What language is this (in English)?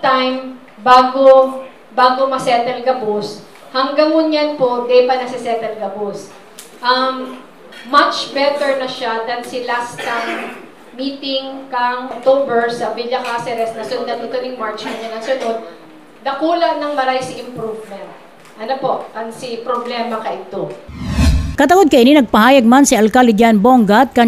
Bikol